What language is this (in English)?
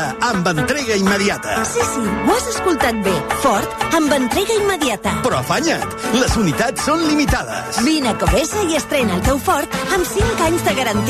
Catalan